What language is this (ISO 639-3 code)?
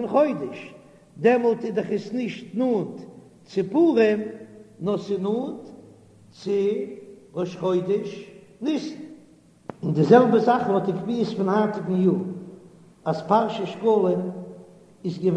yid